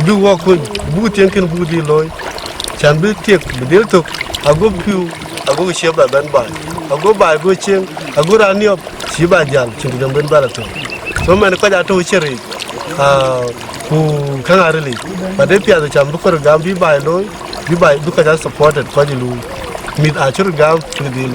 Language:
Dinka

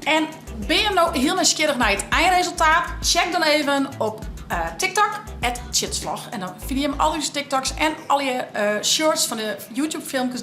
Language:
Western Frisian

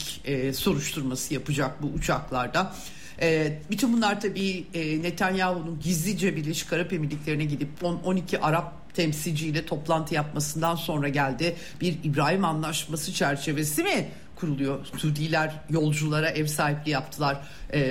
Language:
Turkish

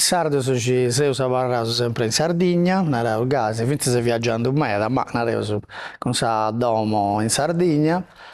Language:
Sardinian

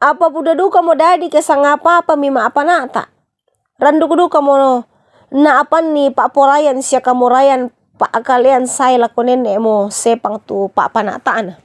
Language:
Toraja-Sa'dan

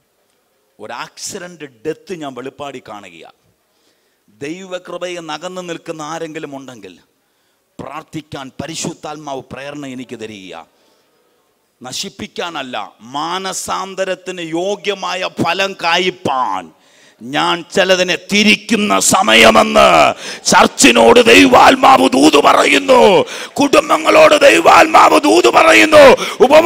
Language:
Malayalam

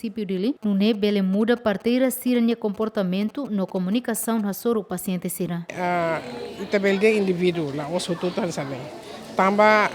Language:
Tetum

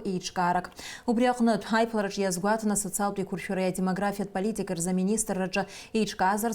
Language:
Abkhazian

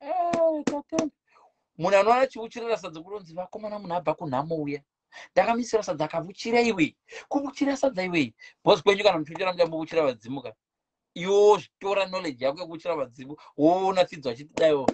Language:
Shona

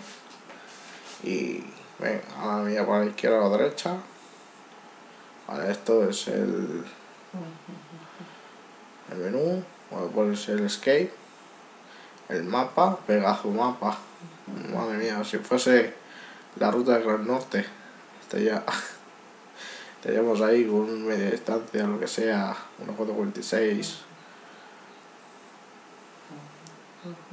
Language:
Spanish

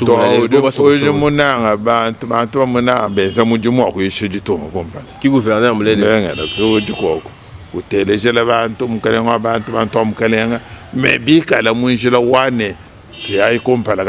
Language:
Luba-Lulua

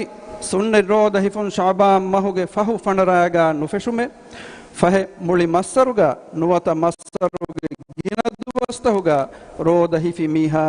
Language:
Divehi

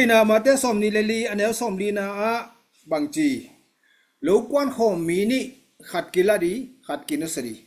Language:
Tedim Chin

